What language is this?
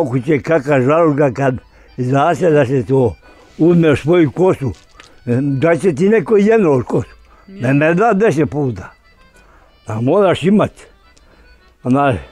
Bosnian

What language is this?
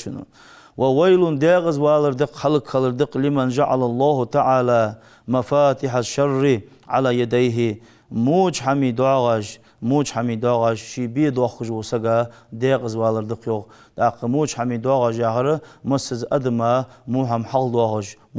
Ingush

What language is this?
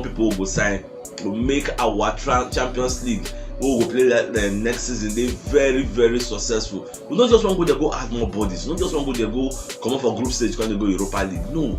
Nigerian Pidgin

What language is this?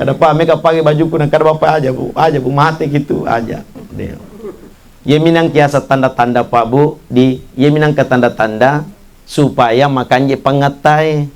Buginese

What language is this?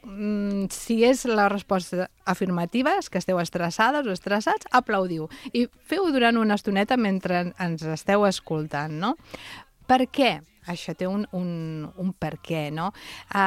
Catalan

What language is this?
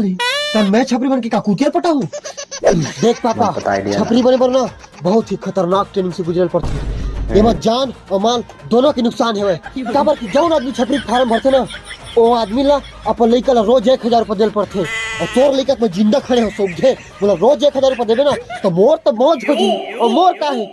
Chhattisgarhi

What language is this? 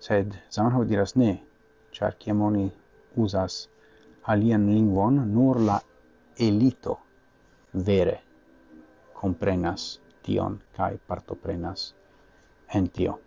Esperanto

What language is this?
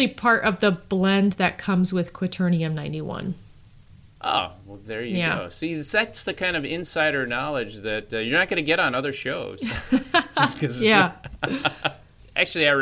English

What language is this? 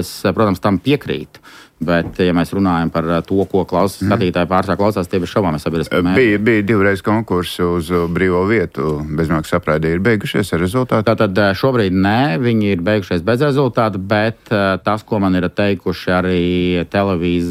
Latvian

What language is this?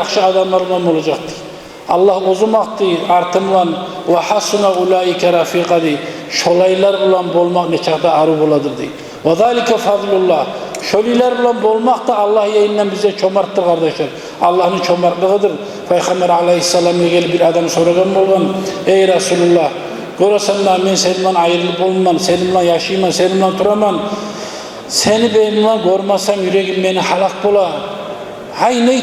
Kumyk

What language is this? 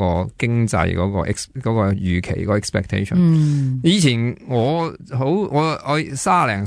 Cantonese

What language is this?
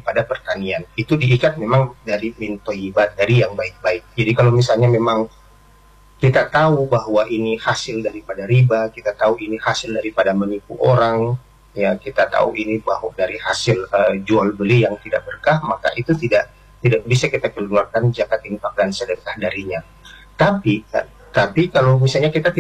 Indonesian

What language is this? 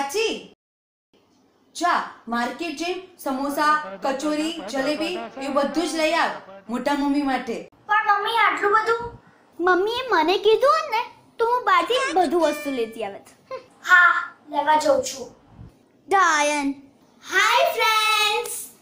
Gujarati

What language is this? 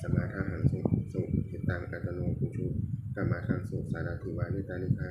Pali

